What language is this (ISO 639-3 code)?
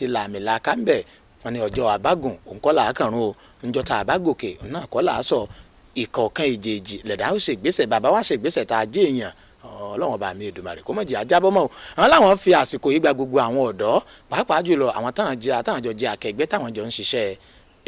yor